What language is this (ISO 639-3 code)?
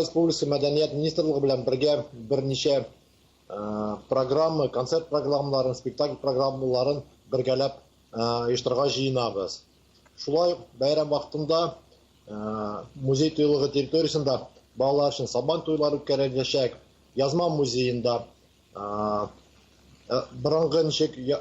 tat